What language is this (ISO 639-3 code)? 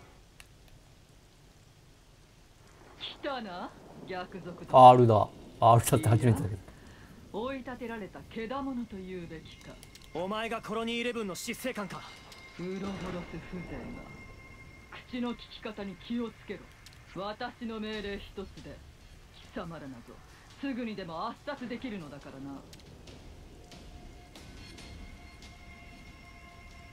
jpn